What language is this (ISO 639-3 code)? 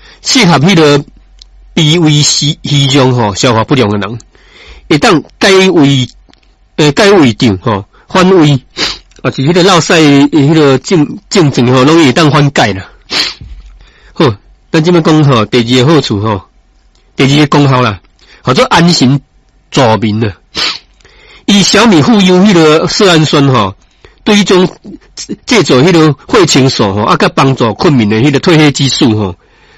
nan